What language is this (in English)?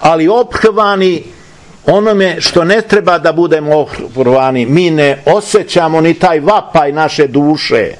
Serbian